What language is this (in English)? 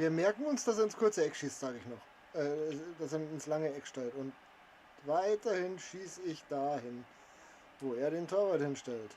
Bavarian